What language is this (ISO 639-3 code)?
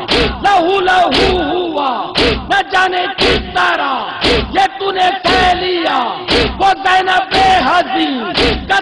urd